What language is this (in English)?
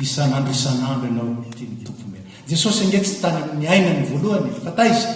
Malagasy